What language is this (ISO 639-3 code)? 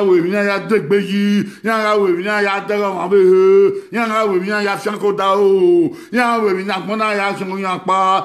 bin